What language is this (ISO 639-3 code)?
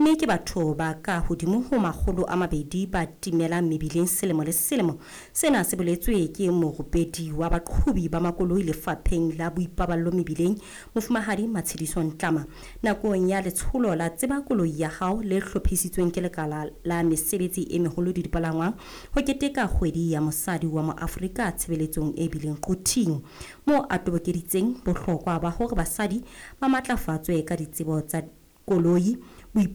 sot